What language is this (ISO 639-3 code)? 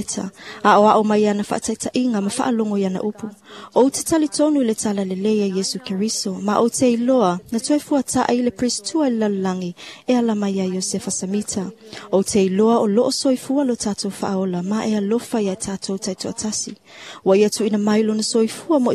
smo